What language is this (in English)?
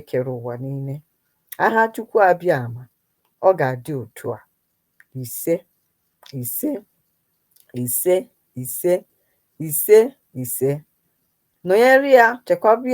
Igbo